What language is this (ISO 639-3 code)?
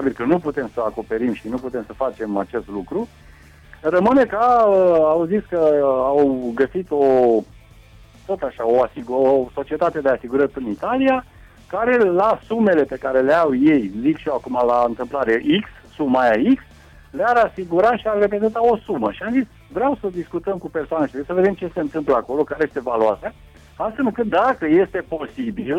ron